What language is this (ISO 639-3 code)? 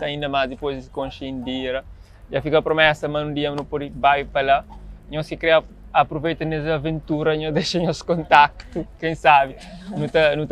kea